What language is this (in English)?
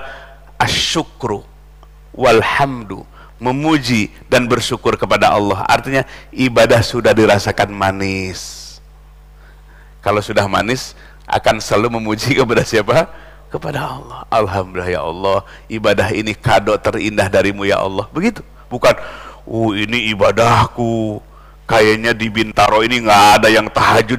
Indonesian